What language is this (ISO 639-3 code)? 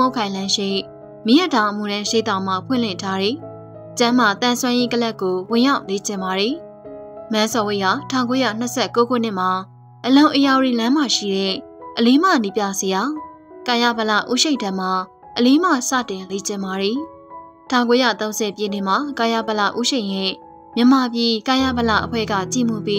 mya